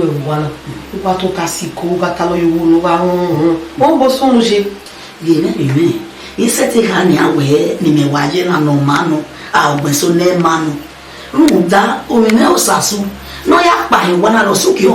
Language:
Bini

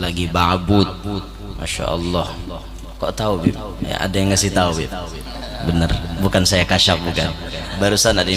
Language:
Banjar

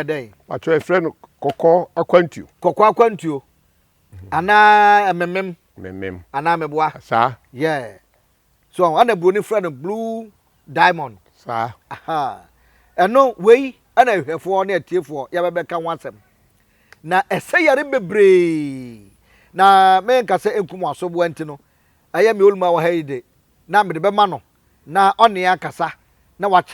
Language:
Akan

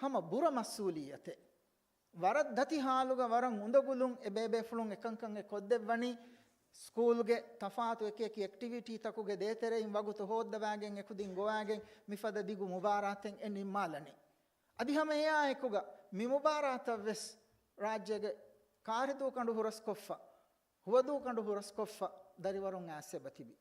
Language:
Divehi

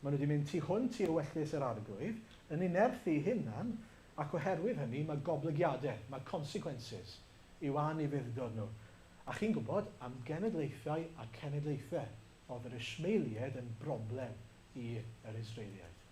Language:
Welsh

